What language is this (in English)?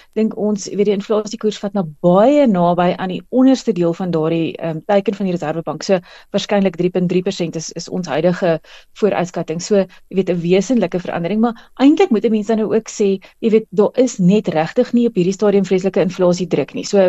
Afrikaans